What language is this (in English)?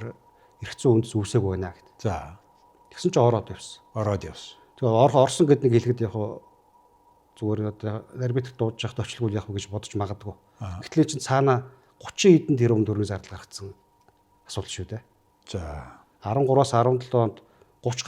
Mongolian